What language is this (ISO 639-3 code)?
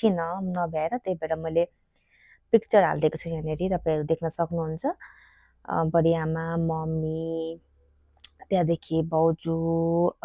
nep